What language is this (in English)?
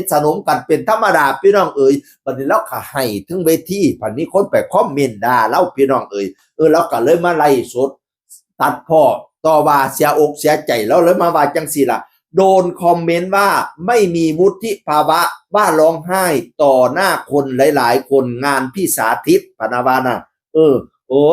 Northeastern Thai